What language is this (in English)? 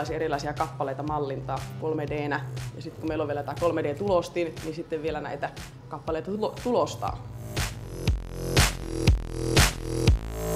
Finnish